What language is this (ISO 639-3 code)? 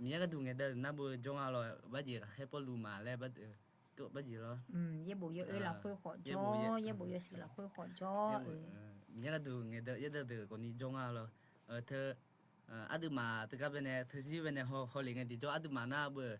ahk